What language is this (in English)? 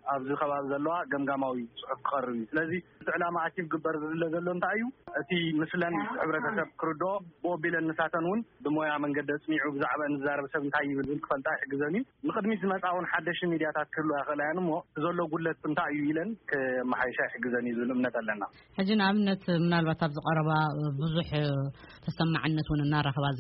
Tigrinya